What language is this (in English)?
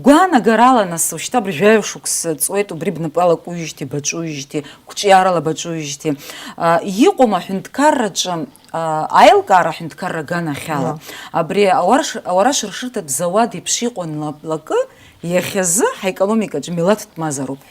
Abkhazian